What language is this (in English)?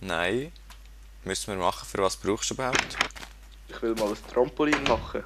Swiss German